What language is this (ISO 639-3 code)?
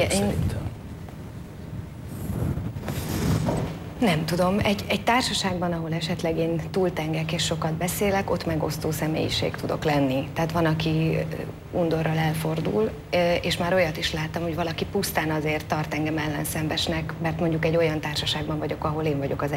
hun